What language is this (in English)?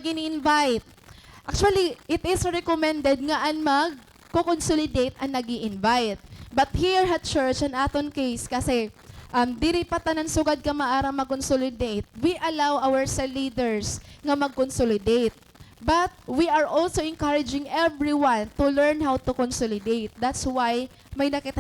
Waray